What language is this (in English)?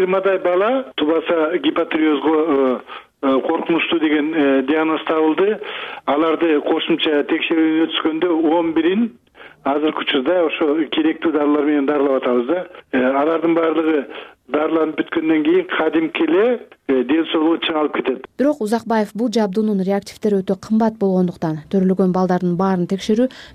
Kyrgyz